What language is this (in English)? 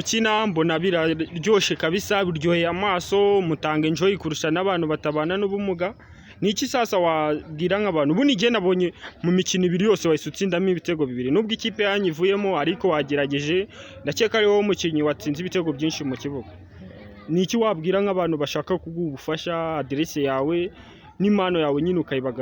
Kinyarwanda